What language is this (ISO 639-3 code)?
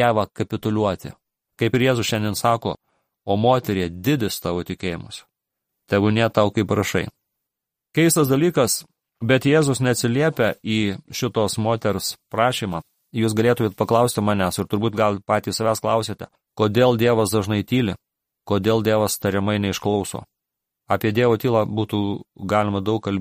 lit